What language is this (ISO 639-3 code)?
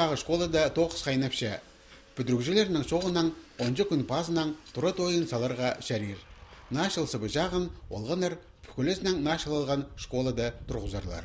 kjh